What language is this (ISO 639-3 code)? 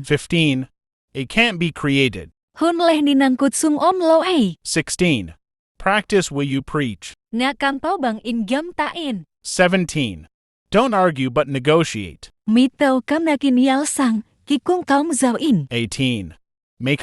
ctd